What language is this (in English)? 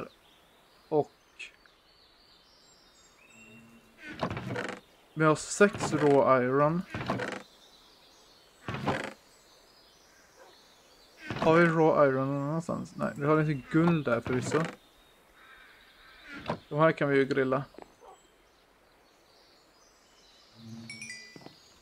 Swedish